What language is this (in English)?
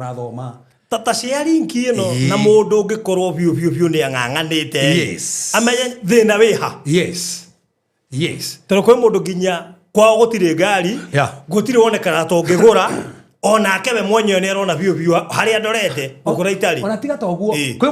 Kikuyu